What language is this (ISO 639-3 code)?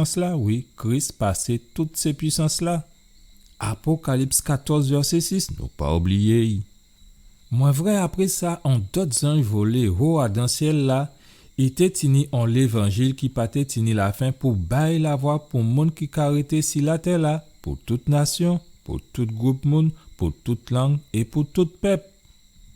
gcf